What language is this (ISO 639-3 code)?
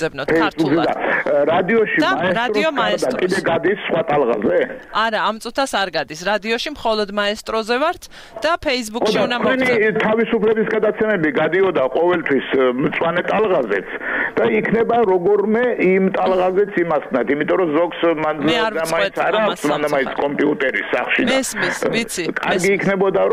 kat